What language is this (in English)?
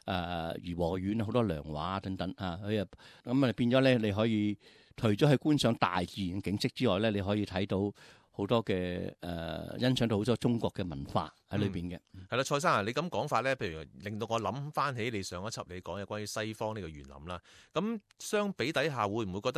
Cantonese